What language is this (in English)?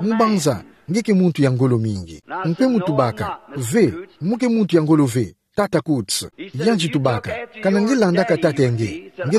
Kituba (Democratic Republic of Congo)